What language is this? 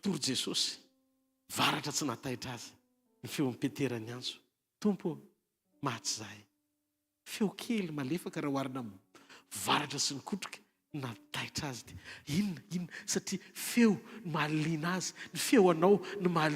Malagasy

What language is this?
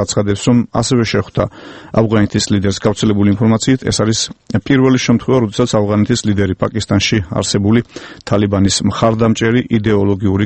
Georgian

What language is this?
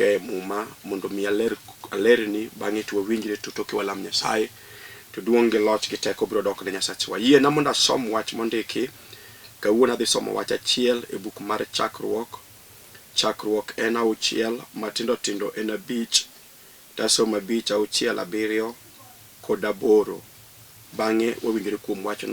Luo (Kenya and Tanzania)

